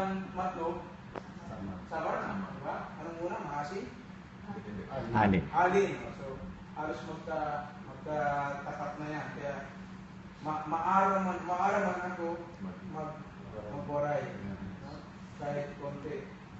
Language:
Filipino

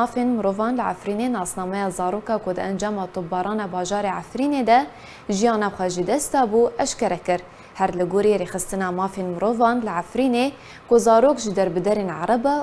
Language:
Kurdish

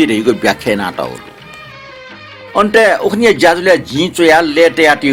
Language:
Newari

